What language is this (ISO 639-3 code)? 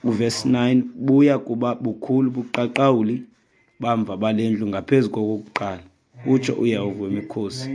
xho